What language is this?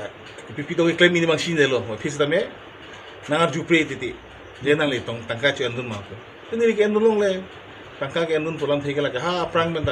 Karbi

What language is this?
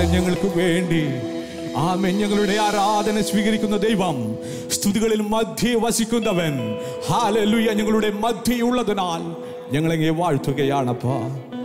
Malayalam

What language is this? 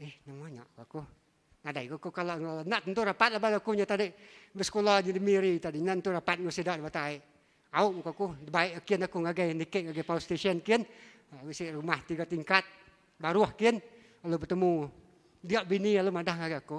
Iban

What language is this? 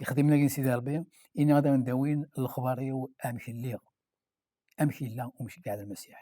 Kabyle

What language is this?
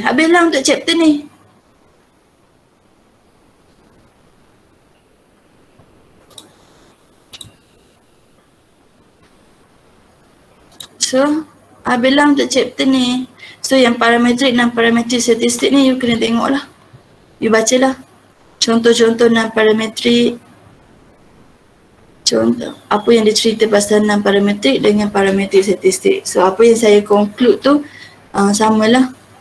Malay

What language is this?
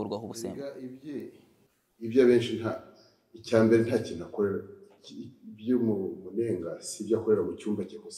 Kinyarwanda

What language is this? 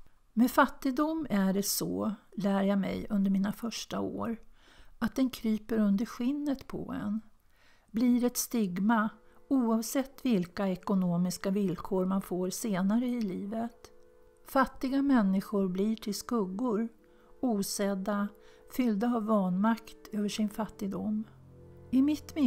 Swedish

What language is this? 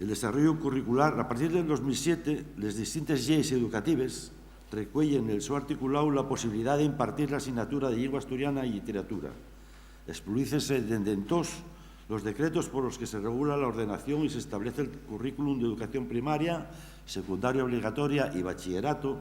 Asturian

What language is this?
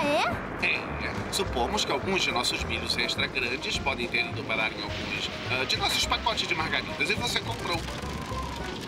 Portuguese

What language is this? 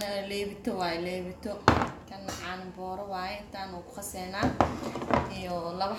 Somali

